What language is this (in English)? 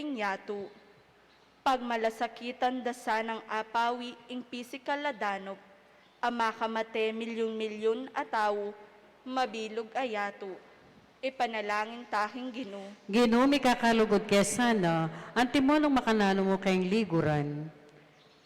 Pampanga